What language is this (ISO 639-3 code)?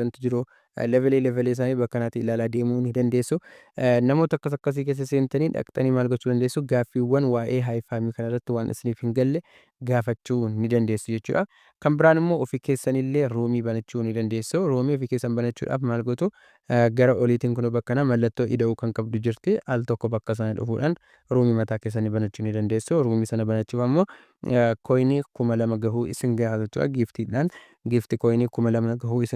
orm